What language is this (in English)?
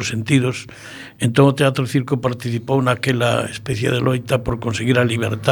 Galician